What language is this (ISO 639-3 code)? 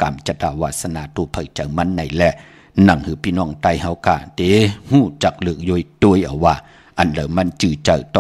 shn